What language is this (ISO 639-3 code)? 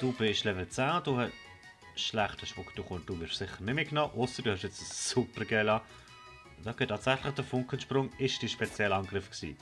gsw